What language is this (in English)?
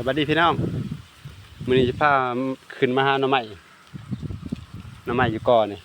Lao